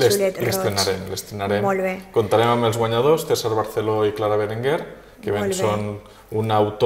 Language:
Catalan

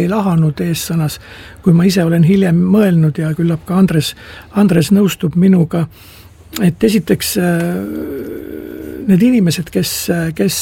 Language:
Estonian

